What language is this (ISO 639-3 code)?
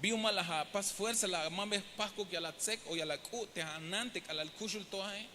tzh